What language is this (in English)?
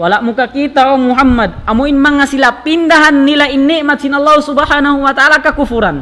Tausug